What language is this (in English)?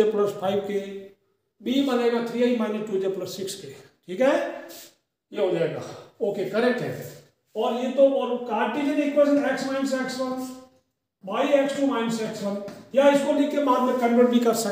Hindi